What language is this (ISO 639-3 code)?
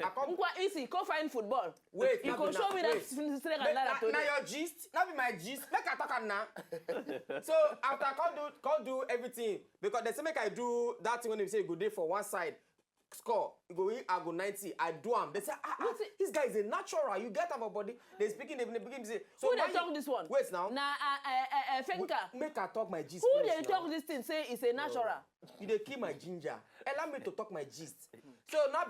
pcm